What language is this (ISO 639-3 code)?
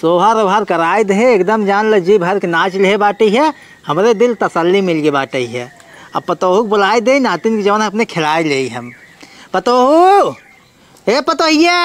awa